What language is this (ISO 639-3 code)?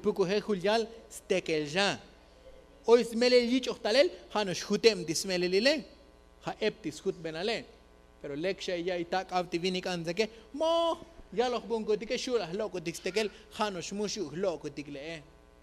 tzo